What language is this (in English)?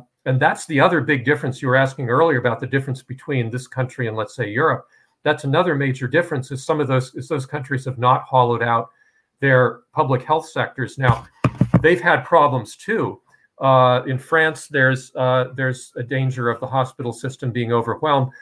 English